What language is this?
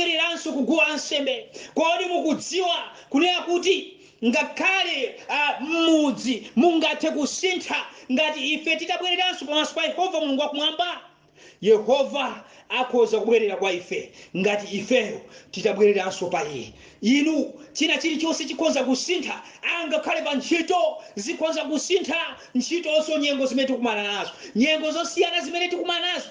Nyanja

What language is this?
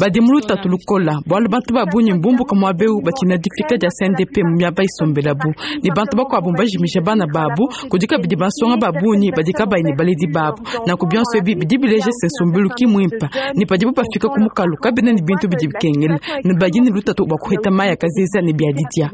Luba-Lulua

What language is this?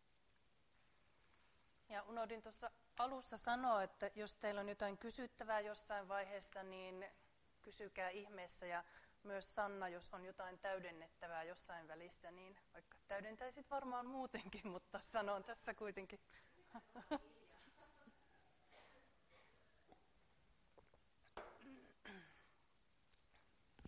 Finnish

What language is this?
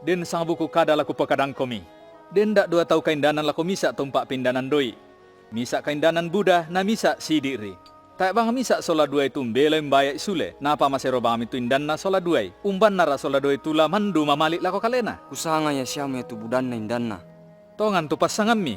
Toraja-Sa'dan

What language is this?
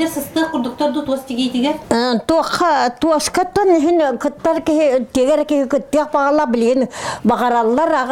Yakut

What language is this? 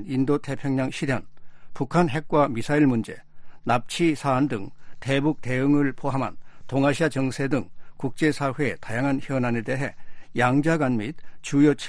Korean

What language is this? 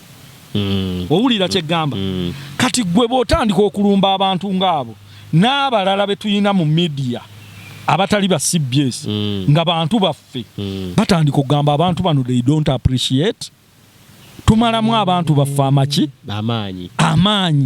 Ganda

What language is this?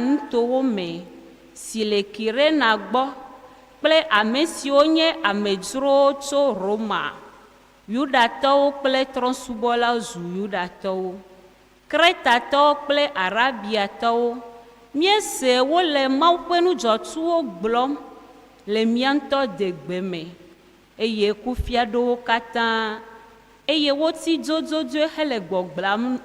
Ewe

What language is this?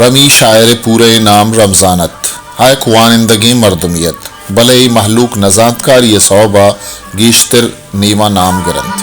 Baluchi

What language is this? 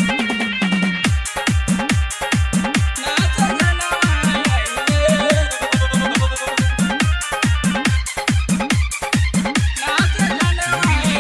Bhojpuri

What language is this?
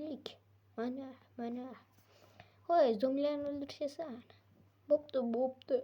Uzbek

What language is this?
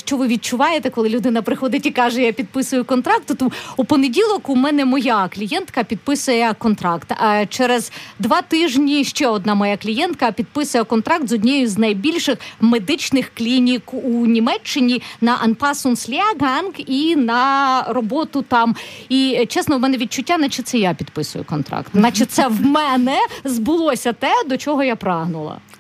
Ukrainian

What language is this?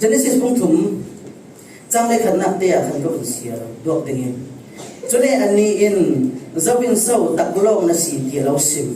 Falam Chin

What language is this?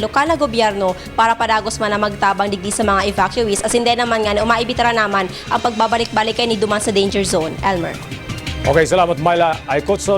Bikol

